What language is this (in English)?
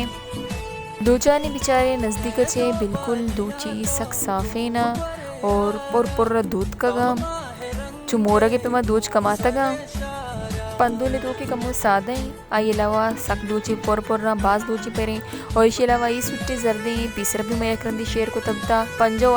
Baluchi